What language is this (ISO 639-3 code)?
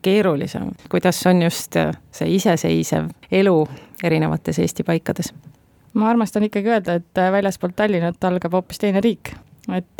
est